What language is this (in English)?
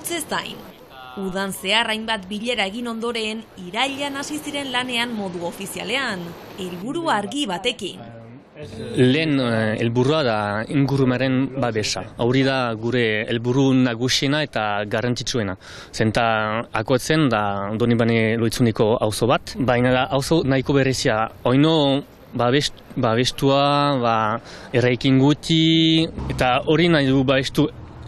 Basque